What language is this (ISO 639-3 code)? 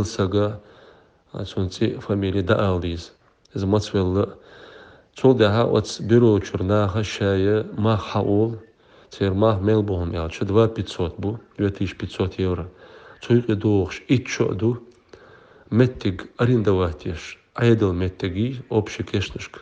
che